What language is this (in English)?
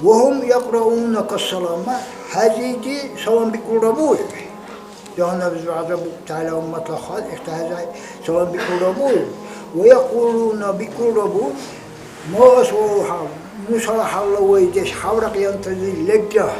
Dargwa